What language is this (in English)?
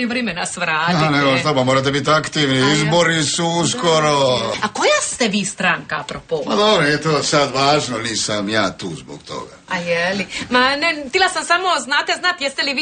Croatian